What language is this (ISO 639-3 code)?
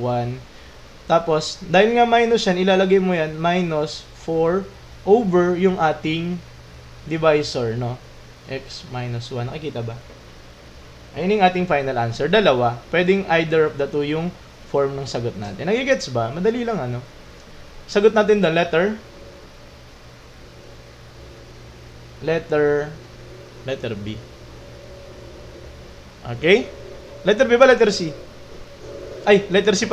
fil